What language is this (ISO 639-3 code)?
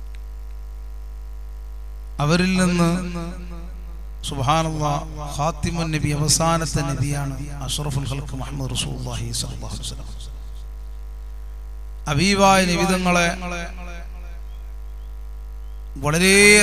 mal